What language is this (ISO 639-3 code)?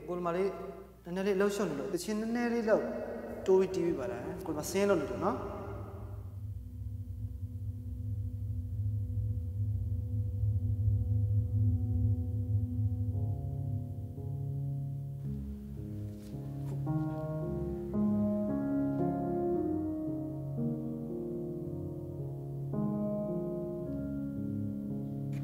mya